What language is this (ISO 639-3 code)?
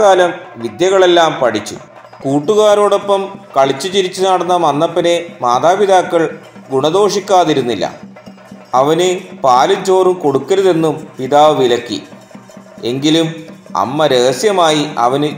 mal